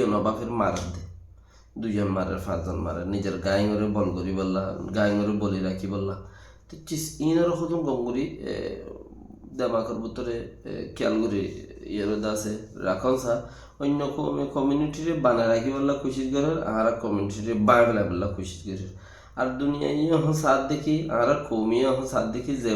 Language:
Rohingya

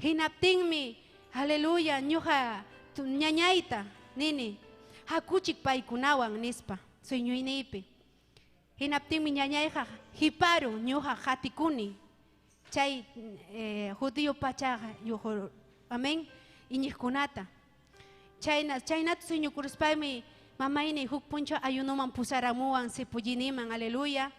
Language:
Ayacucho Quechua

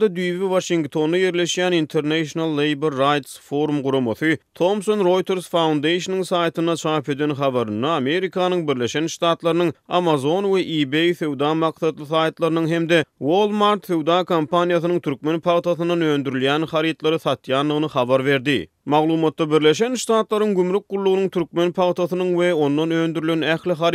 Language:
Turkmen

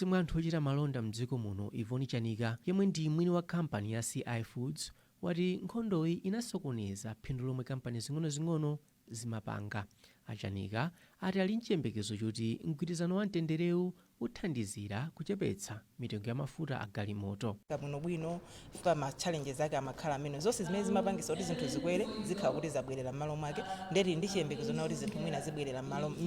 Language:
Nyanja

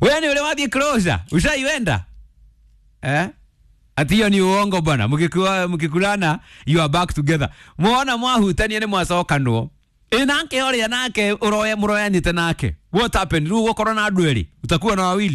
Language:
Kikuyu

